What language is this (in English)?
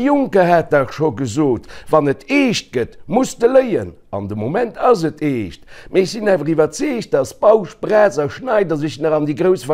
Luxembourgish